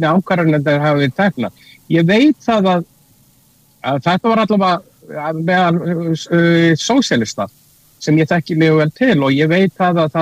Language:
Icelandic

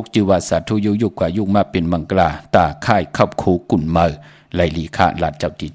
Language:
Shan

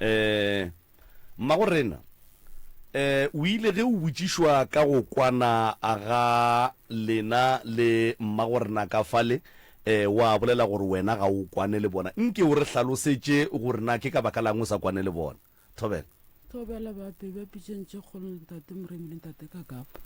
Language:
Northern Sotho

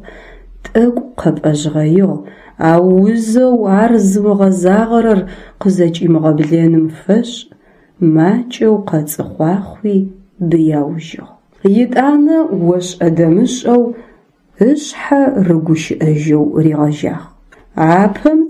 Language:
Adyghe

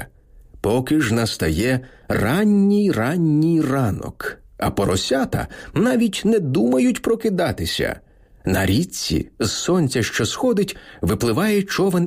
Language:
Ukrainian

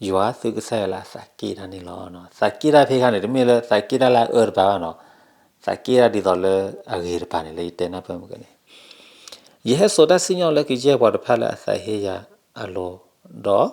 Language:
S'gaw Karen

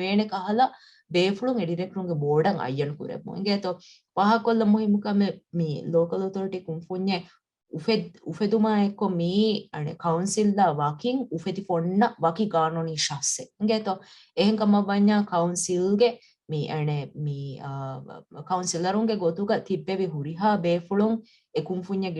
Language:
Divehi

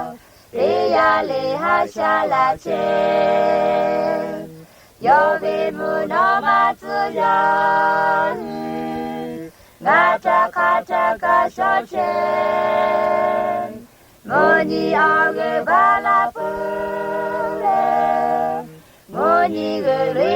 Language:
Lahu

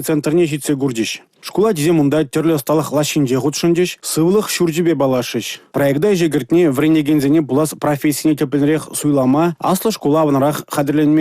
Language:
Chuvash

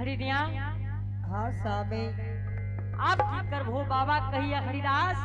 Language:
Angika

